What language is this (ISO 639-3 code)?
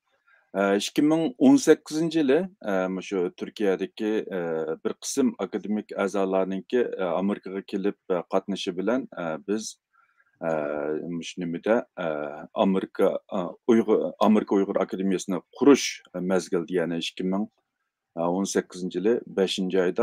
uig